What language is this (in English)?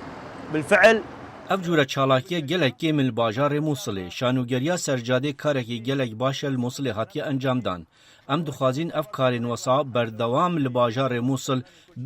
Kurdish